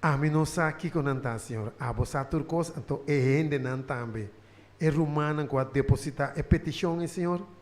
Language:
Papiamento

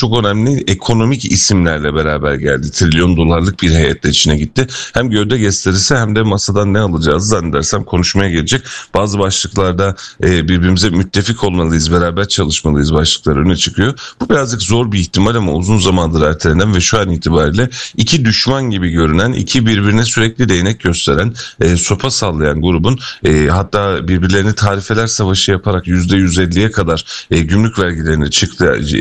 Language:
Turkish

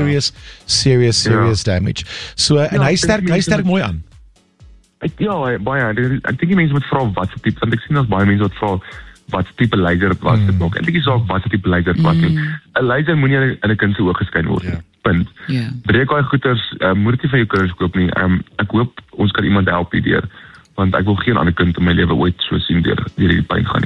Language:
Afrikaans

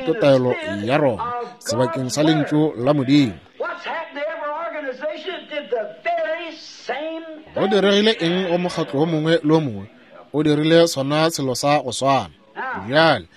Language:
Northern Sotho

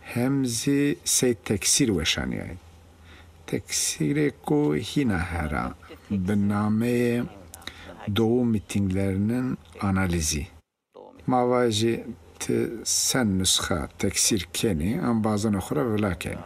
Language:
Zaza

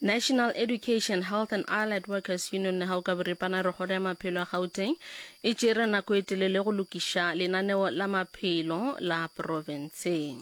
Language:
Northern Sotho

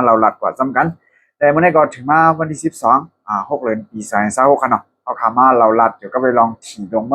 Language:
Shan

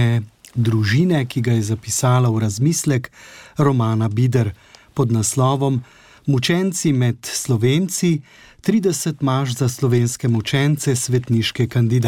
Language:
Slovenian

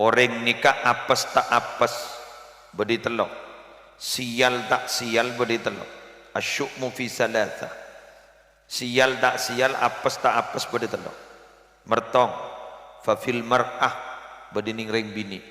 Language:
Madurese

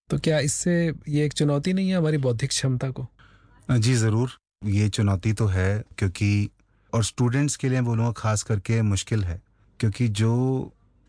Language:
Hindi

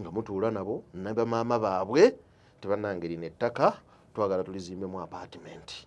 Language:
Ganda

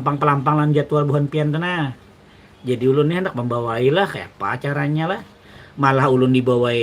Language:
Banjar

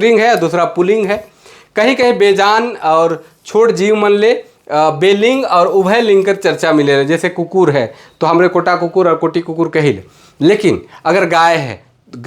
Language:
Sadri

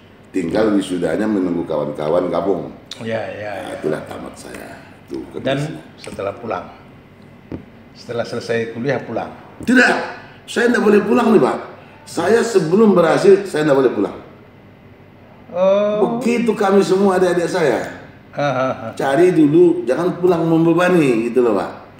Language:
Indonesian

